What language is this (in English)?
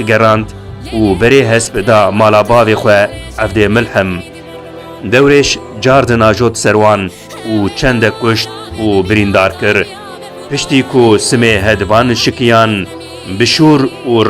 Kurdish